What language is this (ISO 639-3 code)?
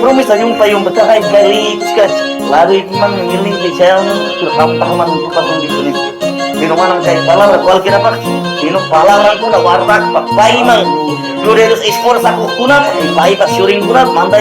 que